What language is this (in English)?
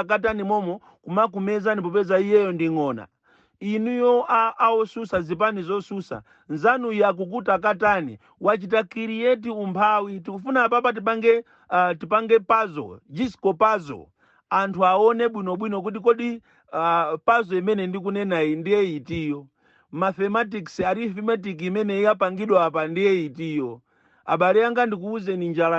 Nyanja